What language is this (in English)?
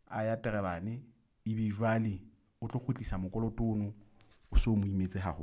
Southern Sotho